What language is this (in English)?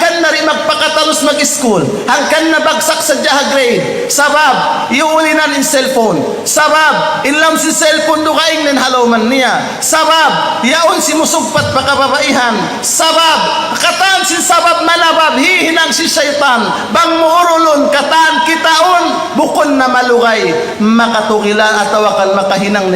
Tausug